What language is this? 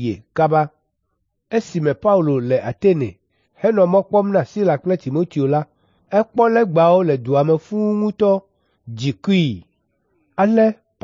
Ewe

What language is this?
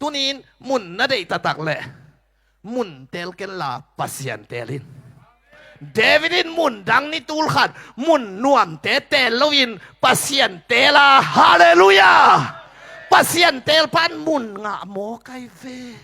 Tedim Chin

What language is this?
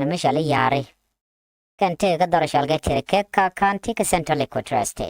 Nuer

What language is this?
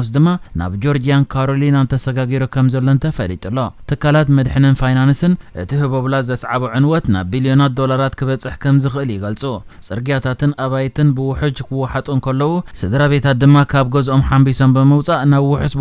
Tigrinya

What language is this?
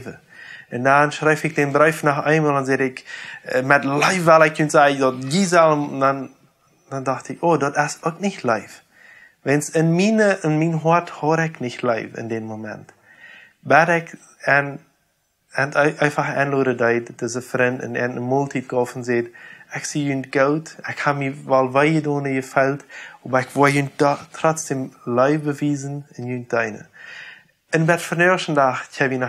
Plautdietsch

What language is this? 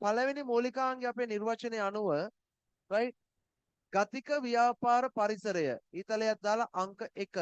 Sinhala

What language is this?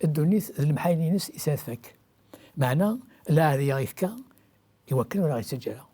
Kabyle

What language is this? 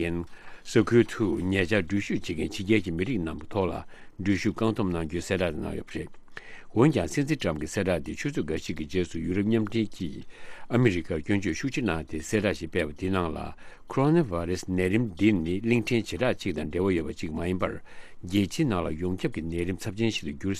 Tibetan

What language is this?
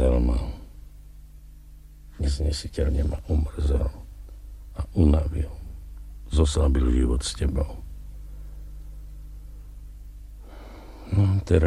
Slovak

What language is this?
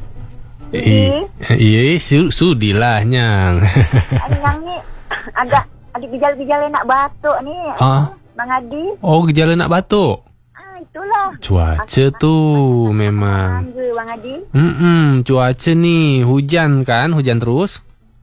Malay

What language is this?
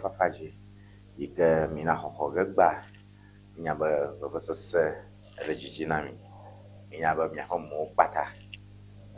Ewe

